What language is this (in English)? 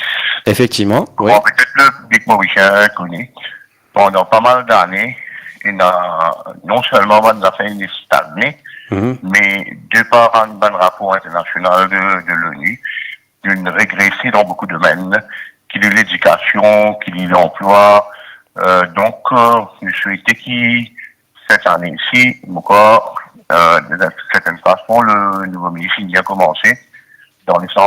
Morisyen